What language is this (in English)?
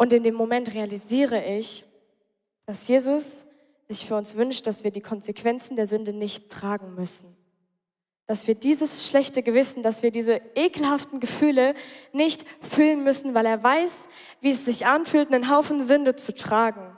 Swiss German